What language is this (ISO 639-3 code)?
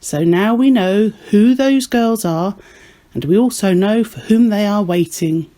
eng